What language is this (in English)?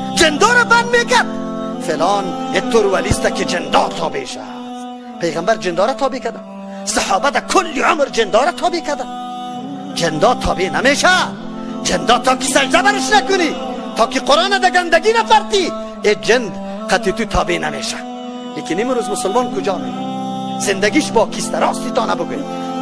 Tajik